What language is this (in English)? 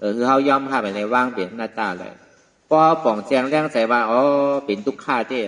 Shan